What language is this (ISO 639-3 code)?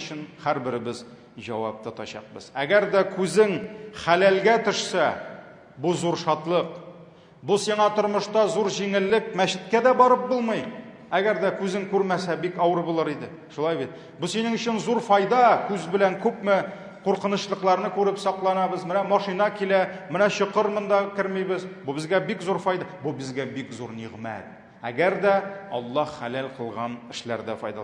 tat